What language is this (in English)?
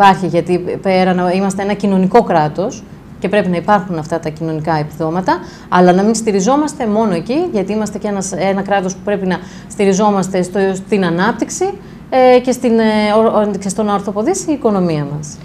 Greek